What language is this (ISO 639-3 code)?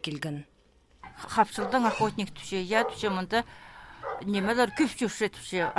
kjh